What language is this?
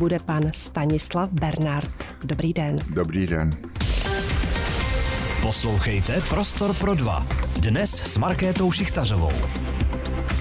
Czech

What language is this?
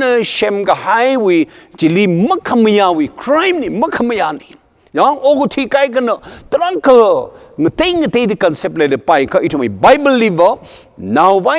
Tangkhul Naga (India)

